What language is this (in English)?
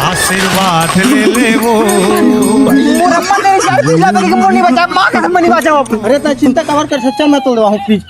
Chhattisgarhi